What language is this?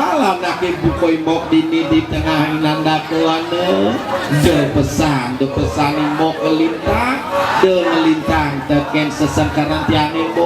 Balinese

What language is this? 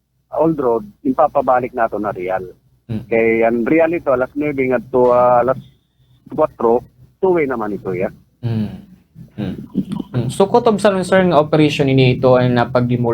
Waray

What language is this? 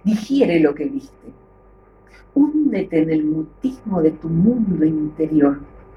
Spanish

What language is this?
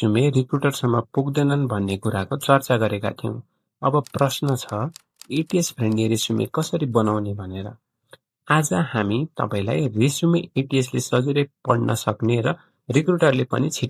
Nepali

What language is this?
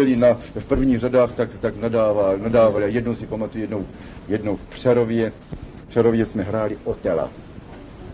Czech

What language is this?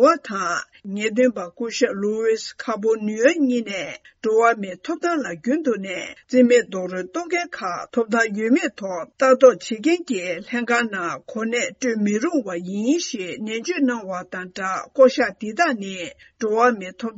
Tibetan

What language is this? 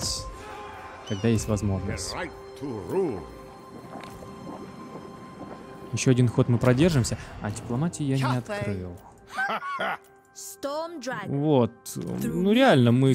Russian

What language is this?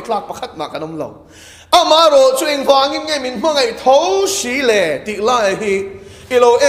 Mizo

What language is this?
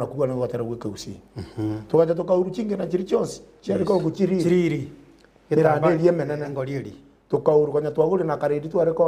Gusii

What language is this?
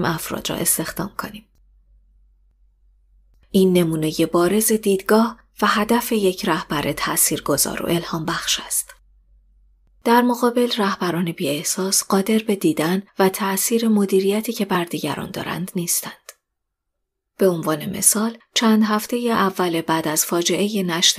Persian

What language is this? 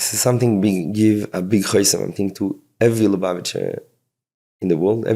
Yiddish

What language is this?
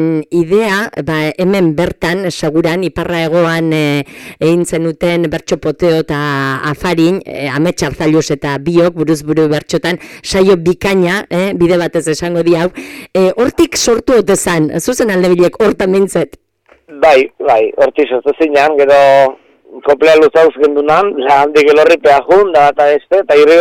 Basque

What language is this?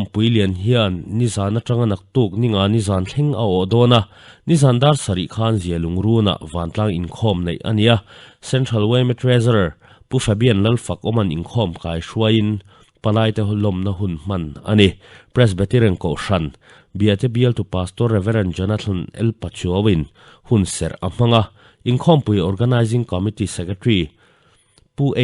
Mizo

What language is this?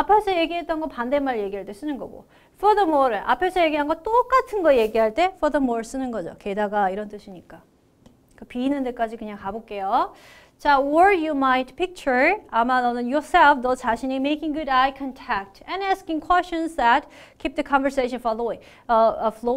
Korean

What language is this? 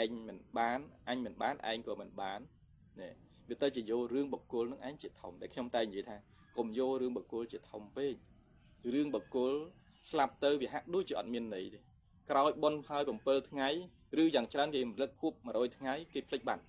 Khmer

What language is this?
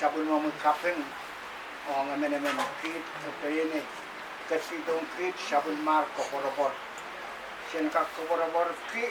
Pohnpeian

